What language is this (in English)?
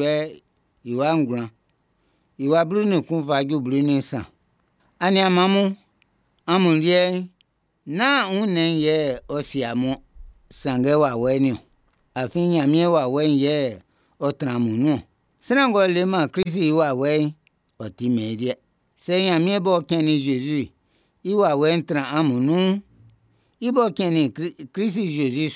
Baoulé